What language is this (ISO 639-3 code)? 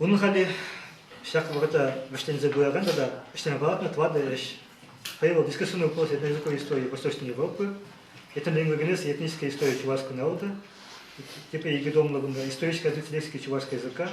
chv